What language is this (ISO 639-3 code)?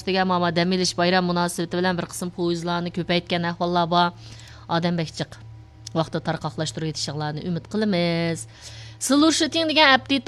uig